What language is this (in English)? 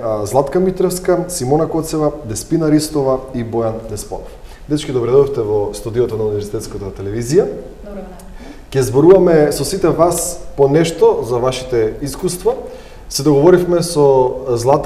Macedonian